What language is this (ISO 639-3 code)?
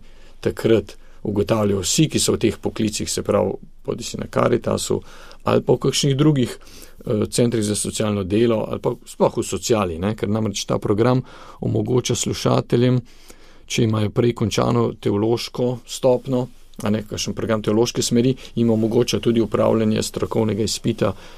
slv